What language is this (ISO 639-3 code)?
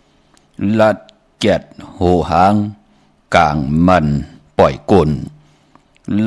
shn